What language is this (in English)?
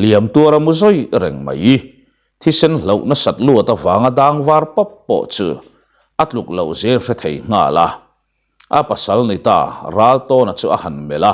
Mizo